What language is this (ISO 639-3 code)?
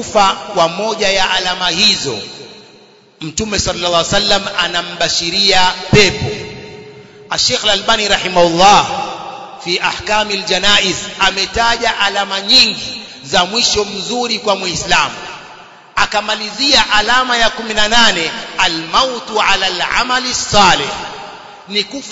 swa